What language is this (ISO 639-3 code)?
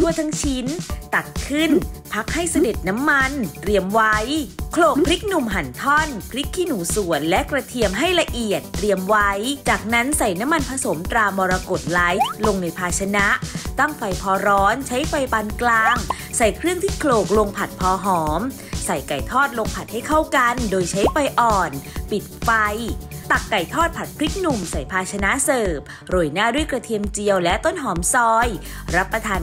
tha